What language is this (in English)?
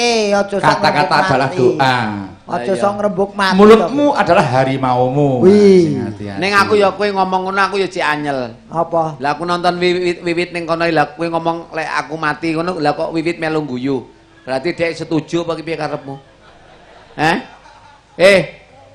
Javanese